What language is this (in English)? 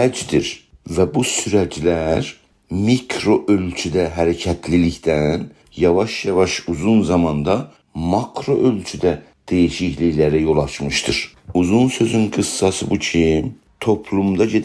South Azerbaijani